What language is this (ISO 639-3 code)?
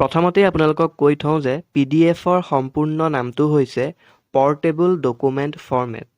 asm